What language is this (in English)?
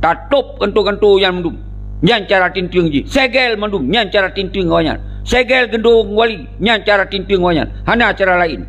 Achinese